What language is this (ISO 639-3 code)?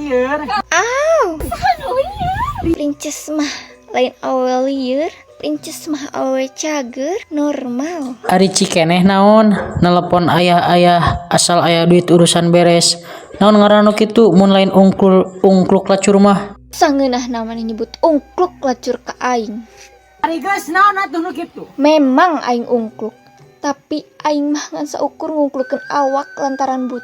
sun